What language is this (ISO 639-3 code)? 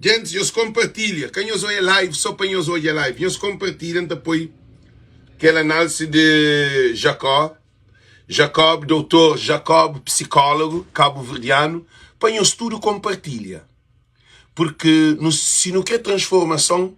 kea